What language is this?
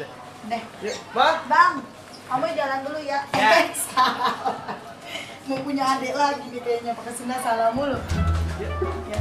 Betawi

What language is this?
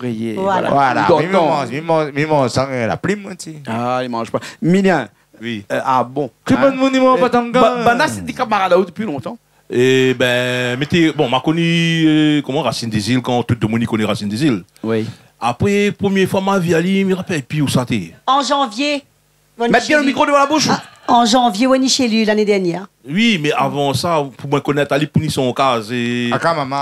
Réunion Creole French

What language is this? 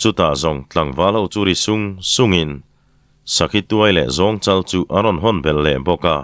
Mizo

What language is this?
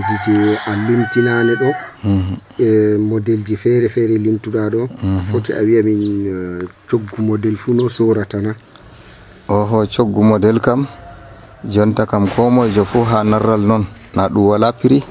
Nigerian Fulfulde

